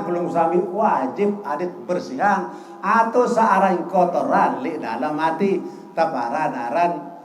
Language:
Sasak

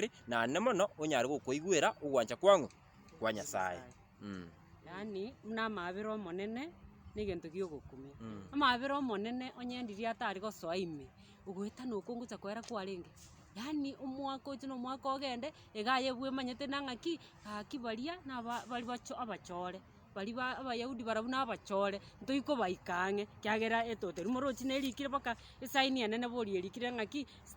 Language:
Gusii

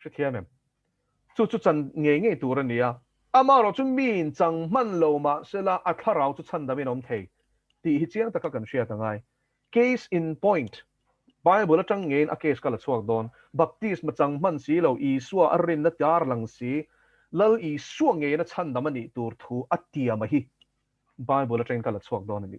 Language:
Mizo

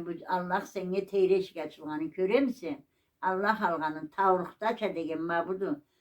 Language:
Karachay-Balkar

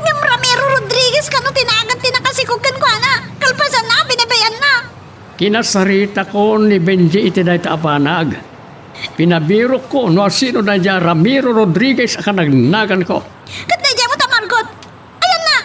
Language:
Iloko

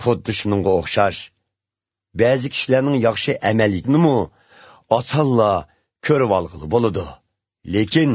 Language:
Uyghur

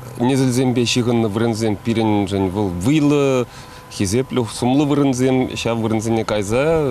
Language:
Chuvash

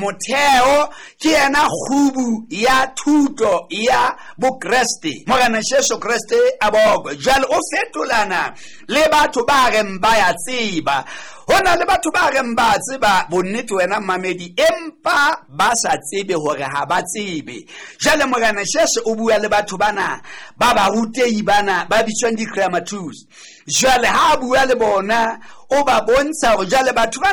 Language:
Southern Sotho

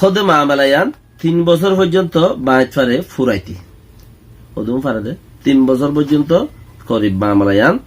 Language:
Rohingya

